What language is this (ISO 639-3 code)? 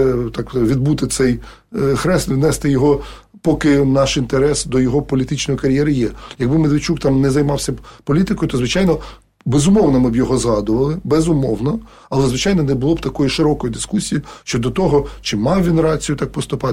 ukr